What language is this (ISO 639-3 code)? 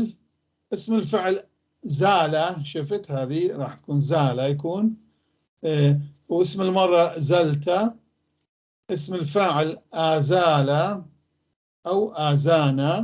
apc